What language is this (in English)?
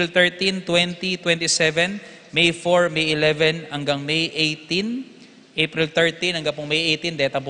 Pampanga